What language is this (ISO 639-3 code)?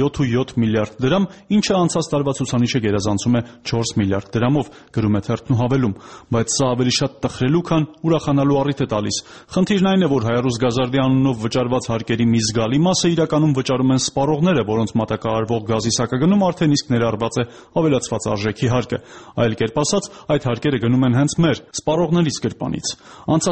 hye